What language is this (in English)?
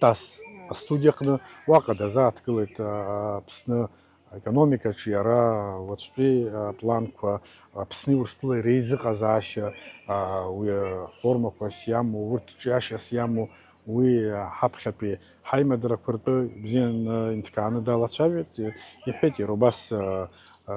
Abkhazian